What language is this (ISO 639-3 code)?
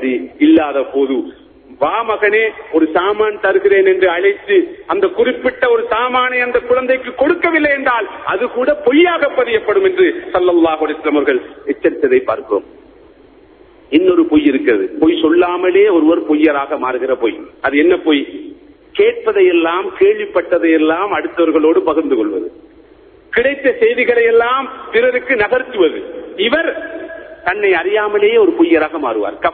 tam